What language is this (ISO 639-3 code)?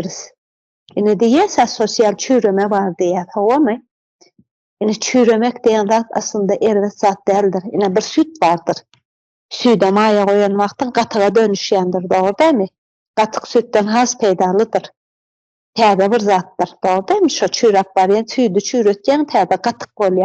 tuk